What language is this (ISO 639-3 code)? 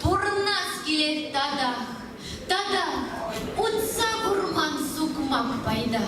chv